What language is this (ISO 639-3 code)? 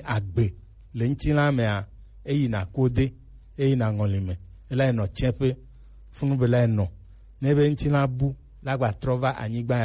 gej